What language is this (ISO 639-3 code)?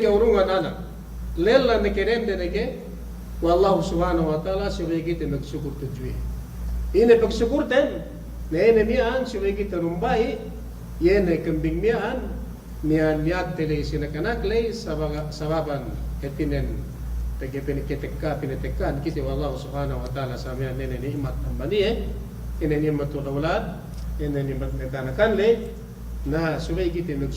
yka